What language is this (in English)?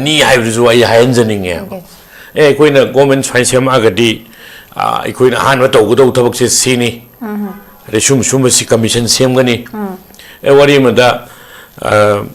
Manipuri